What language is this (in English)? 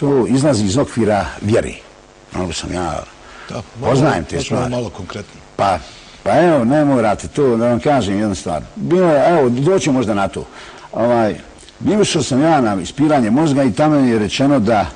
Bosnian